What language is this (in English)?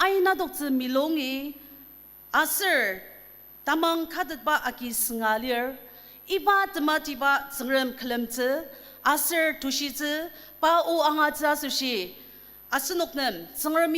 Ao Naga